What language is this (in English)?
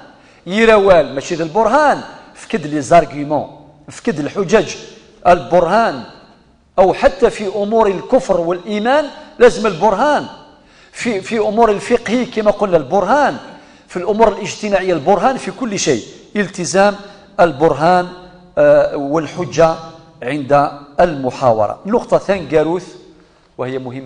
Kabyle